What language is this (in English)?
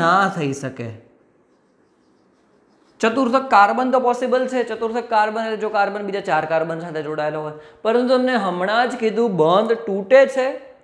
Gujarati